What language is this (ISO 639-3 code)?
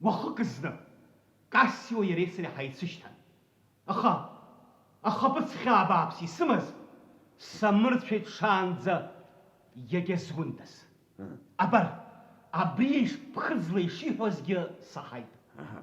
abk